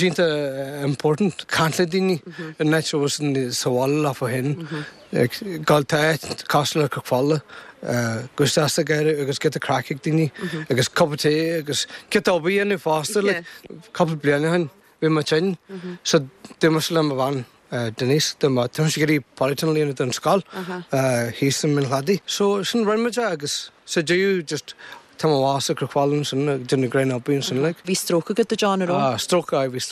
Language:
Irish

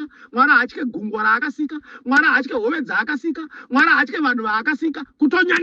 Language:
Shona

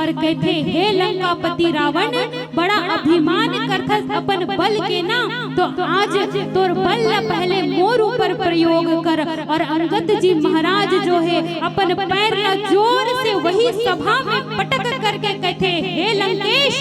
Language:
Chhattisgarhi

